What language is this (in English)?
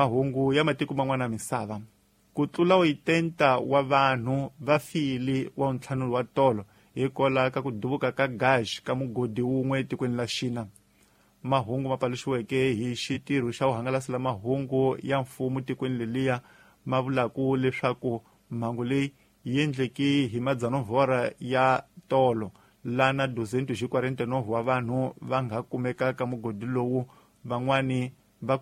Tsonga